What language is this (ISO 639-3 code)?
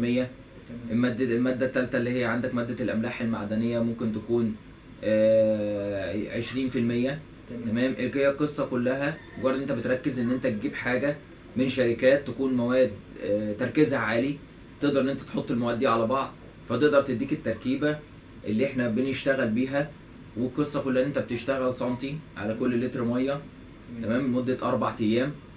arz